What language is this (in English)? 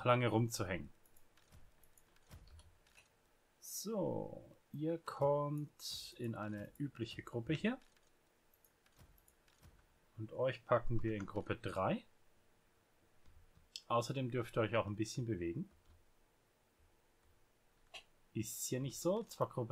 German